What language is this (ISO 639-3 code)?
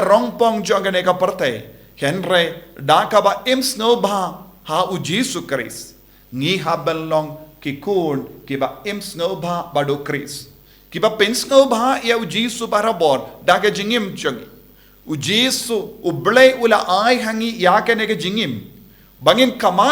kha